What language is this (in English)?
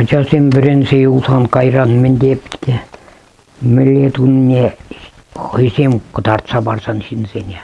Chuvash